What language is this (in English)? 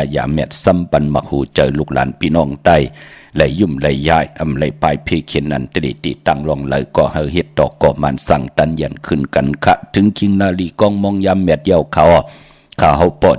Shan